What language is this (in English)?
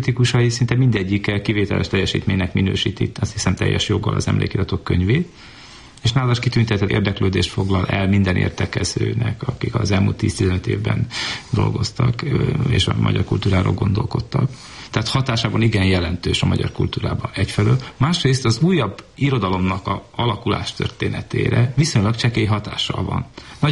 Hungarian